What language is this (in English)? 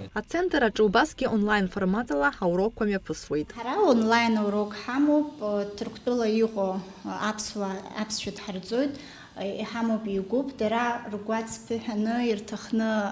Abkhazian